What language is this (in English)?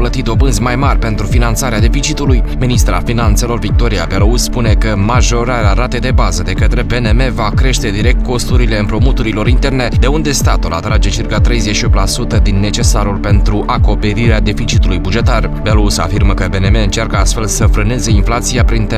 Romanian